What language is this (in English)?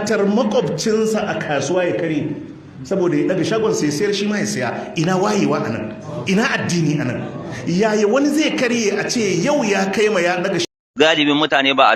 Hausa